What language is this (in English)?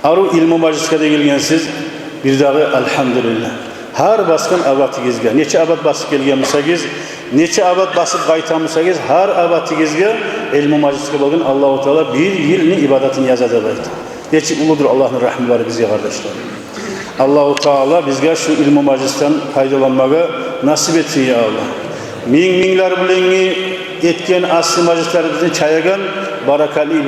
Kumyk